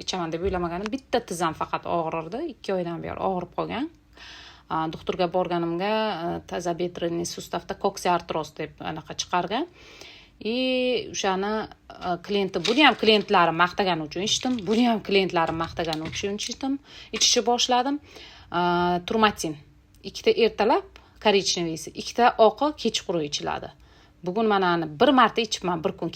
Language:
Uzbek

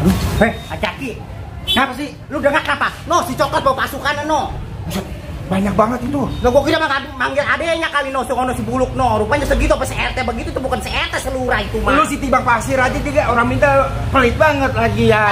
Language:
Betawi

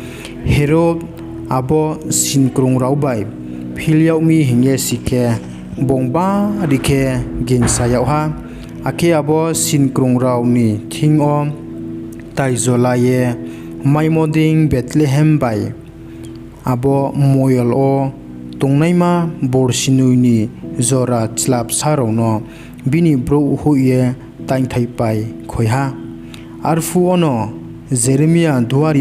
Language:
Riang (India)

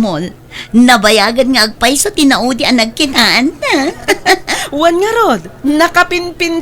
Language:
Iloko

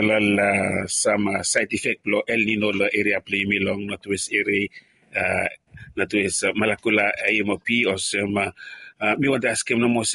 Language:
Bislama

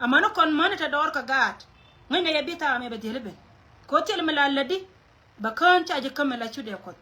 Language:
Nuer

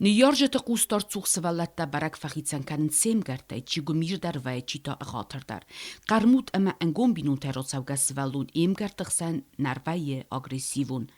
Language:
Ossetic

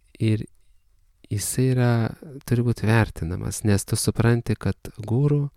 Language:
Lithuanian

